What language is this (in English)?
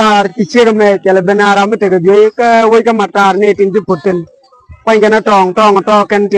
Nuer